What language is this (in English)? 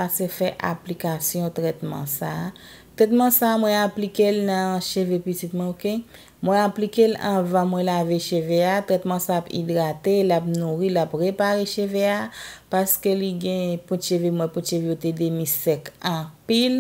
Haitian Creole